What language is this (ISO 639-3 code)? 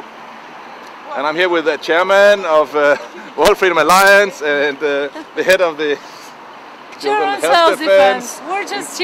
eng